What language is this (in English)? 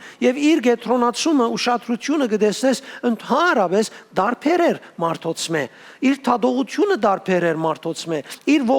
Western Armenian